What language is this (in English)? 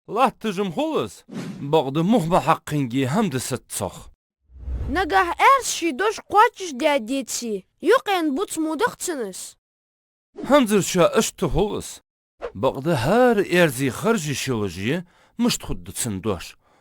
Ingush